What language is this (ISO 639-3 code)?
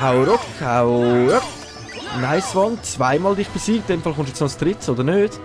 gsw